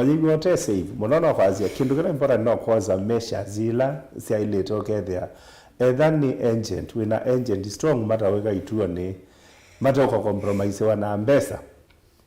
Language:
Kamba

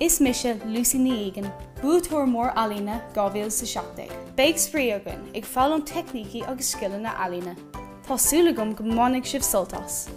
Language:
Irish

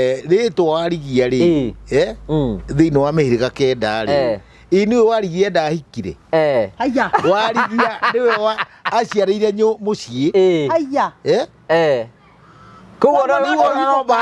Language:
Kikuyu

